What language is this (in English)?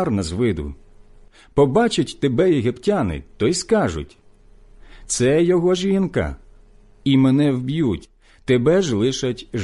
Ukrainian